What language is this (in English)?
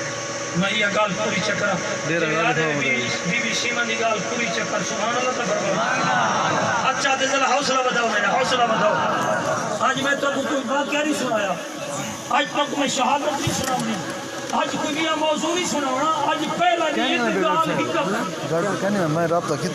Saraiki